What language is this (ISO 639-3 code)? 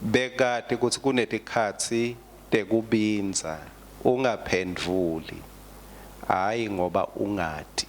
ssw